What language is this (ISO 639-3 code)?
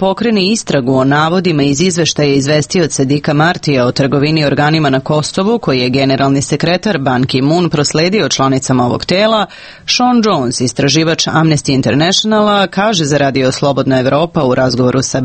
srp